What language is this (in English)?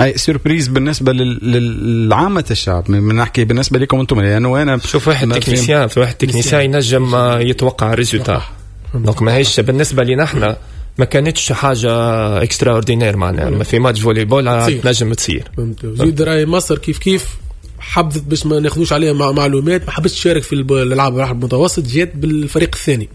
Tunisian Arabic